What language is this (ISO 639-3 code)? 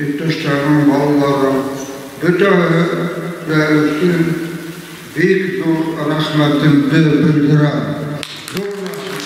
bak